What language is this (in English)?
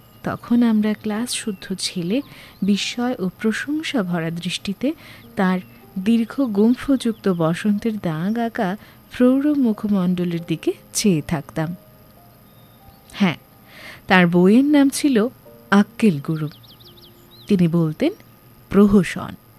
Bangla